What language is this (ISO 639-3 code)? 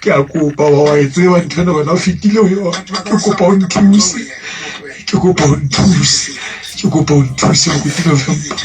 sot